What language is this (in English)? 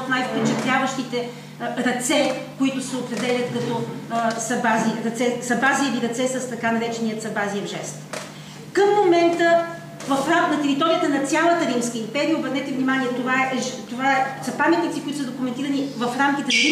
Bulgarian